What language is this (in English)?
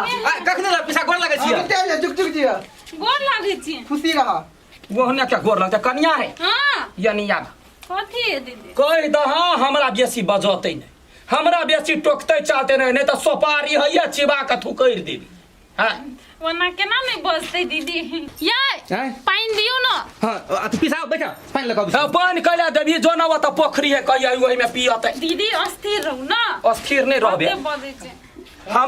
Maithili